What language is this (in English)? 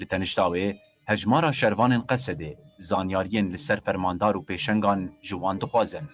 Kurdish